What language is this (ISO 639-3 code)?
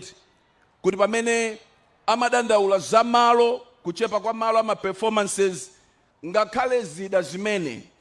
nya